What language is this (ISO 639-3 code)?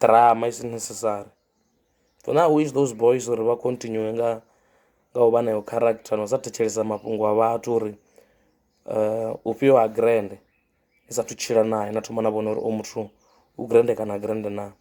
ven